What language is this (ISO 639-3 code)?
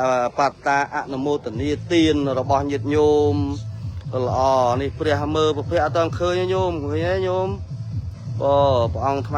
khm